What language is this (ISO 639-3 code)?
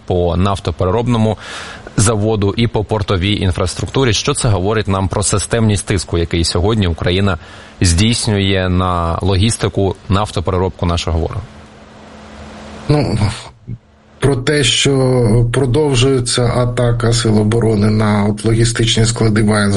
ukr